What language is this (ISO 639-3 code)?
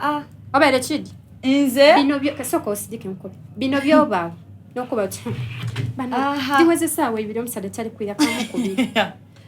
xog